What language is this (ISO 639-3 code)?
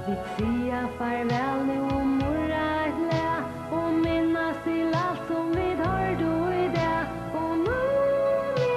fao